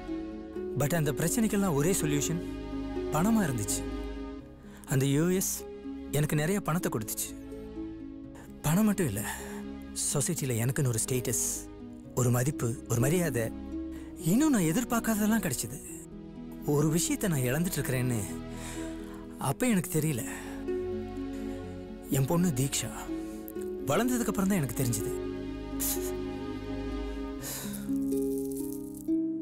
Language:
Tamil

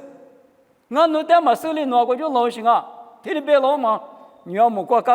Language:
Lisu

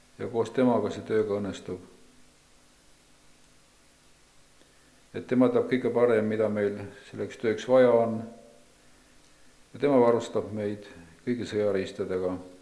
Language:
Estonian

